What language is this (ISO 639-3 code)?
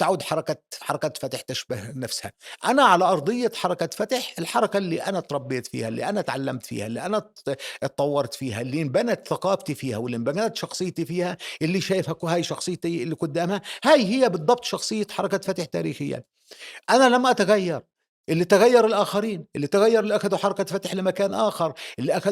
apc